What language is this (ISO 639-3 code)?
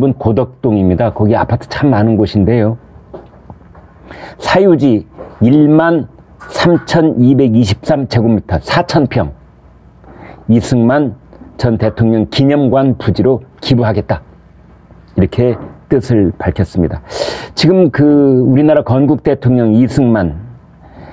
kor